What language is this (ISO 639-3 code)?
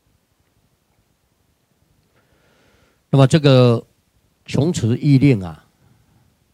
zho